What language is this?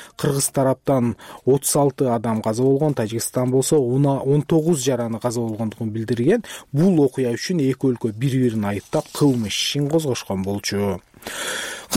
Kyrgyz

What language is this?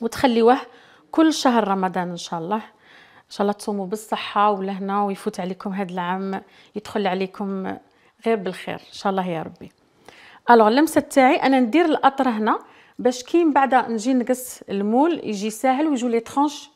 Algerian Arabic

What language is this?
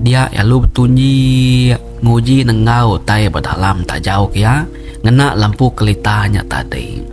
Iban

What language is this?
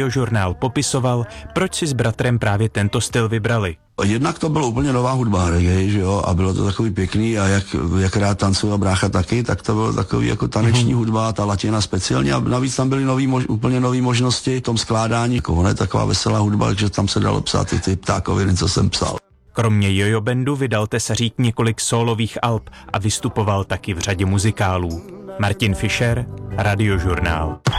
Czech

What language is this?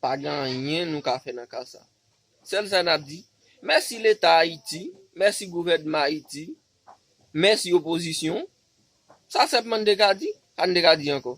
Haitian Creole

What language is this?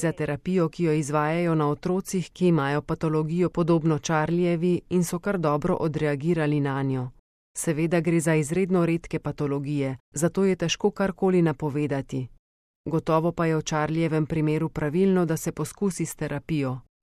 Slovenian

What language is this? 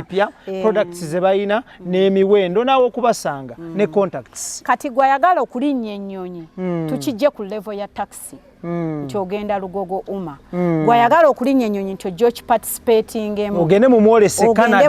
Ganda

